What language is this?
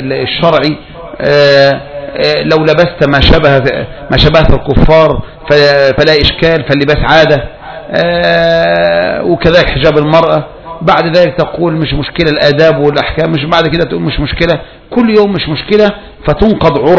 Arabic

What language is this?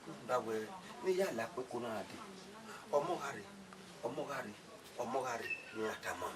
Bini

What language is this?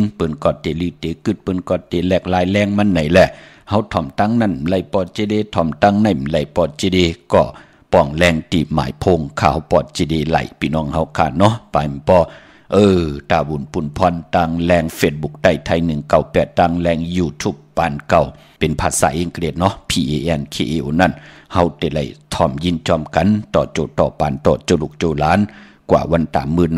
Shan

